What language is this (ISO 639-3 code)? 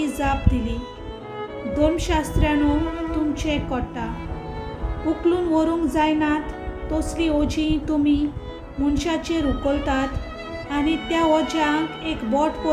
kok